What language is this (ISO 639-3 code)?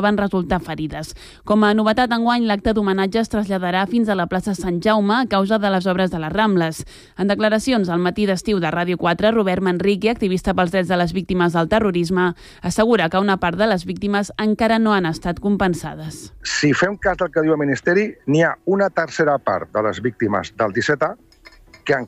cat